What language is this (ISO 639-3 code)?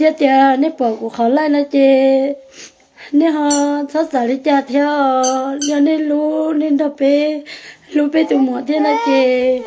hmn